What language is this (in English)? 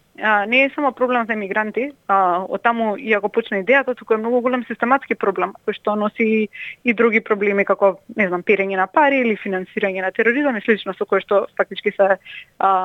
Macedonian